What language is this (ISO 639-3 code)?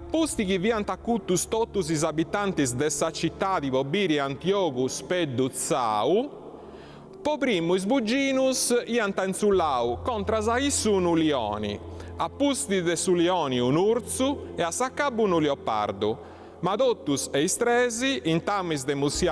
srd